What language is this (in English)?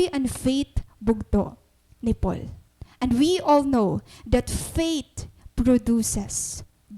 Waray